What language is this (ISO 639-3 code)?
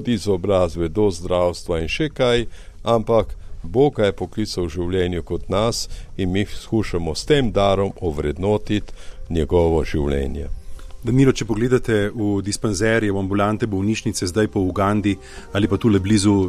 slv